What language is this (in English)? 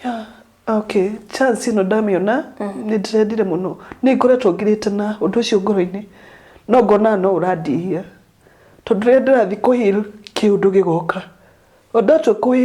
Kikuyu